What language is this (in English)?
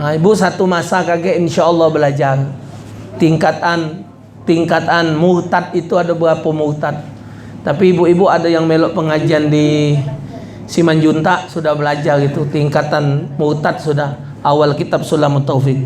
Musi